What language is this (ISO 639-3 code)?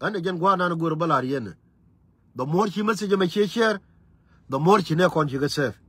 nus